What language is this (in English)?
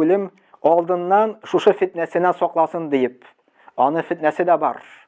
Tatar